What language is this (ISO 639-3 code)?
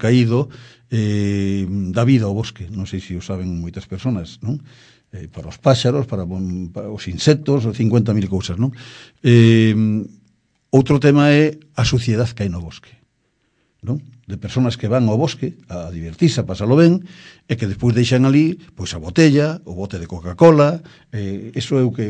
glg